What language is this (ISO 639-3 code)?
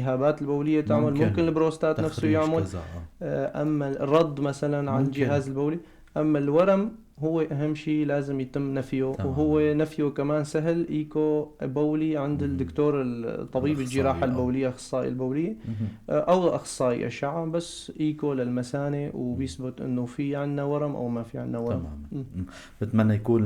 apc